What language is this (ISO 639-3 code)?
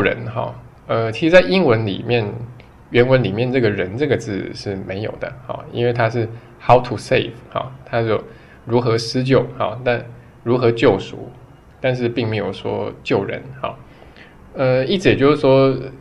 zho